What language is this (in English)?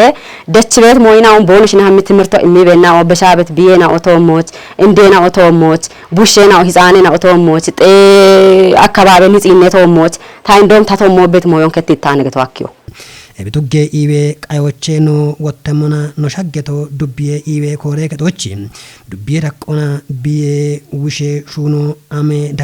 Kafa